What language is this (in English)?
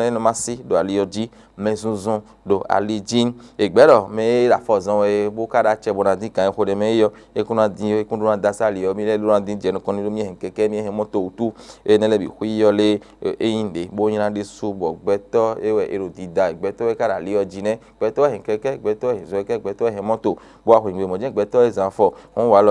Fon